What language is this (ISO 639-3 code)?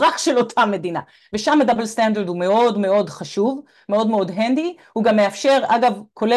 heb